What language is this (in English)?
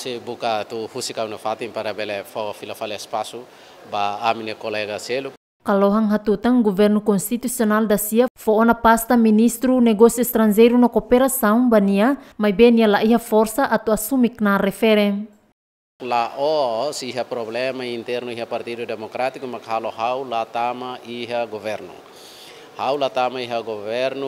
Tetum